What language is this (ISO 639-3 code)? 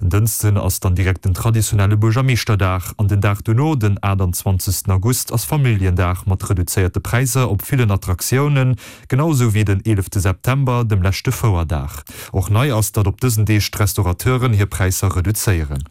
ltz